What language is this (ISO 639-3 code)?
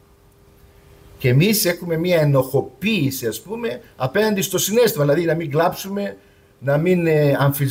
ell